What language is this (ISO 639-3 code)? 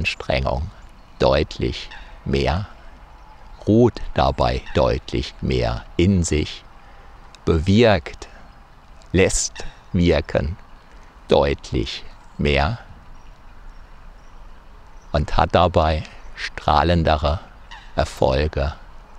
deu